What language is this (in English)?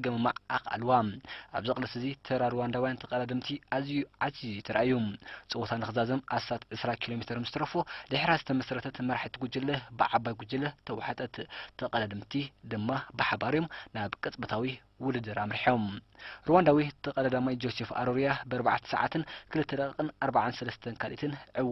Tigrinya